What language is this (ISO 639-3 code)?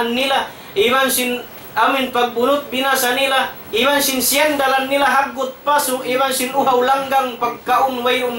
tsg